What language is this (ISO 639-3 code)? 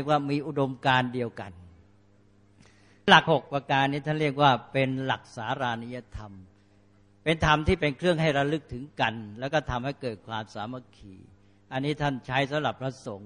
tha